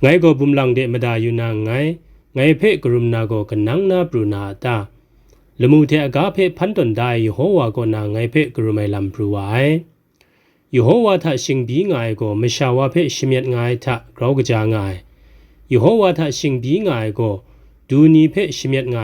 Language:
Kachin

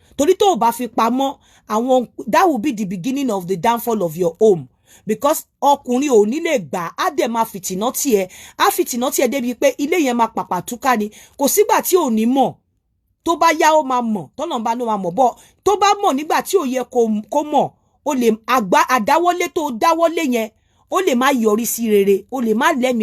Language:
Yoruba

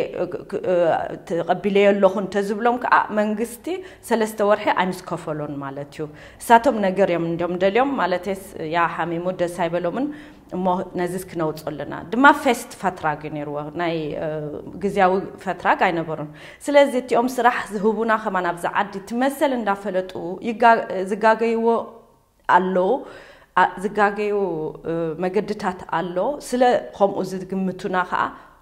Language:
Tigrinya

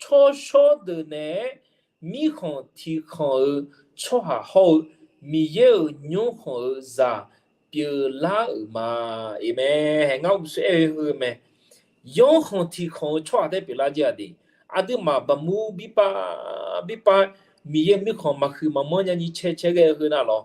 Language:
Akha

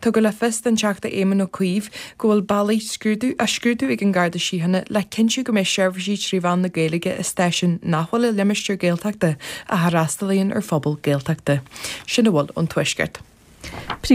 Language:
Irish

